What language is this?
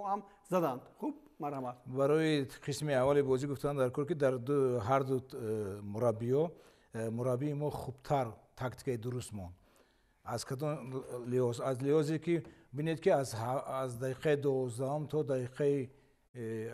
Tajik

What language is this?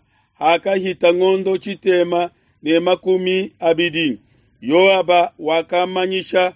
Luba-Lulua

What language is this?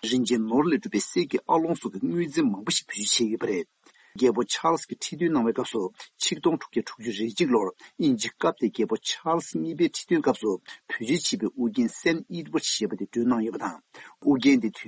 Tibetan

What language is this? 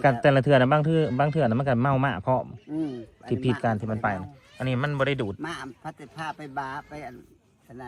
Northeastern Thai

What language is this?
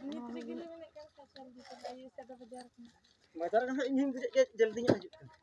Santali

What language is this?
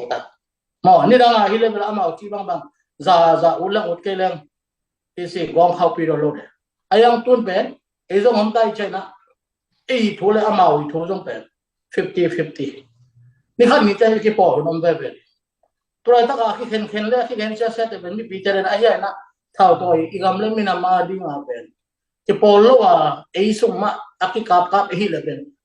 Tedim Chin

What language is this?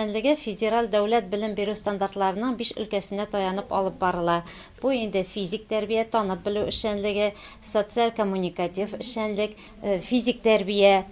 Tatar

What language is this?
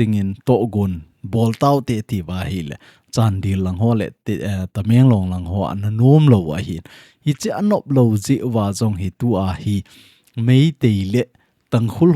Thado Chin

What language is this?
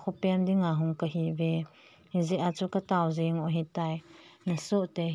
Thado Chin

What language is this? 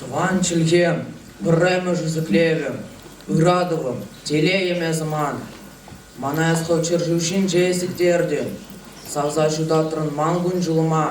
Chuvash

